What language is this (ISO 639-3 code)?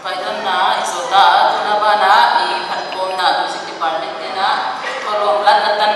pck